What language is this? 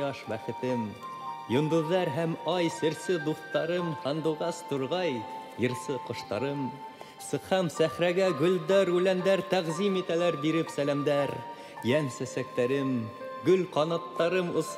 Bashkir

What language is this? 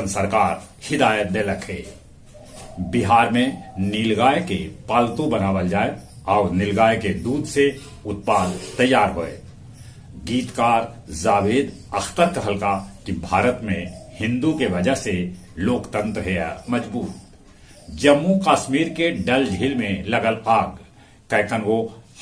Magahi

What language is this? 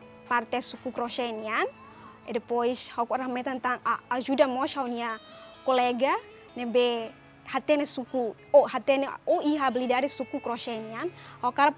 Tetum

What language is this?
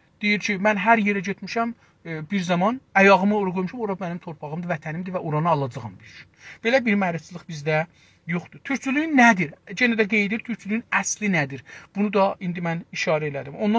South Azerbaijani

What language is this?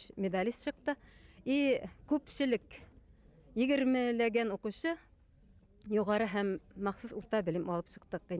Bashkir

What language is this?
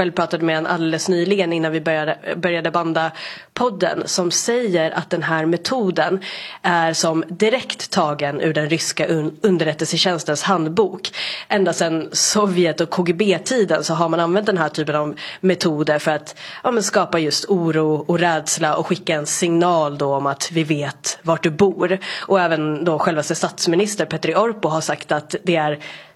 Swedish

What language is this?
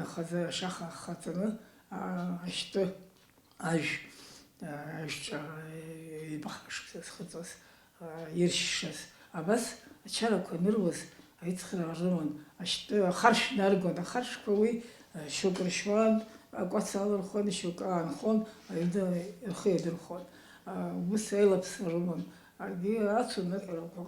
Abkhazian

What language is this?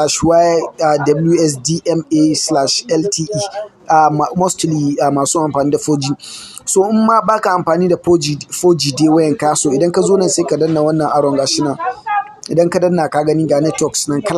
Hausa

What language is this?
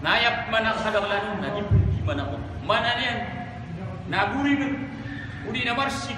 Maranao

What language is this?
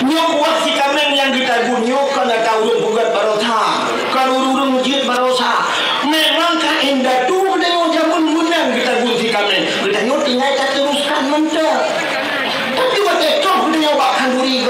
Achinese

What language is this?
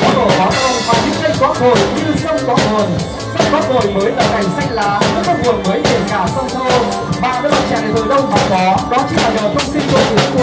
Vietnamese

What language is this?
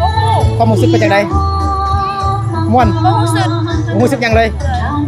Lao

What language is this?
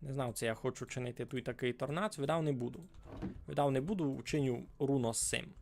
Rusyn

